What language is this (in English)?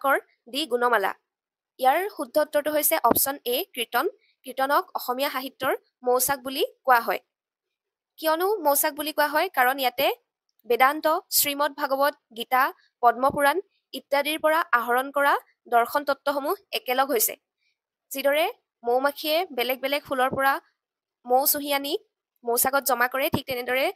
Assamese